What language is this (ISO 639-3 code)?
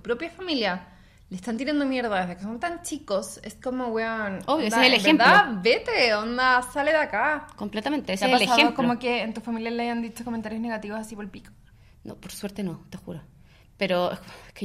spa